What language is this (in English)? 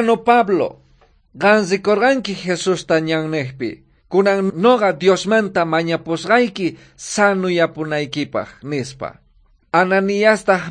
South Bolivian Quechua